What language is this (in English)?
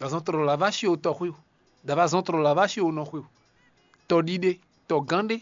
Fon